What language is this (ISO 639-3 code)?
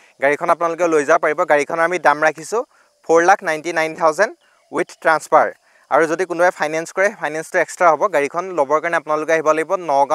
asm